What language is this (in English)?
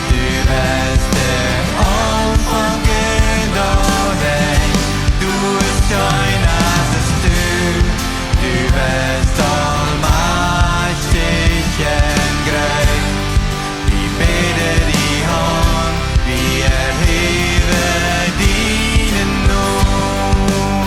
Plautdietsch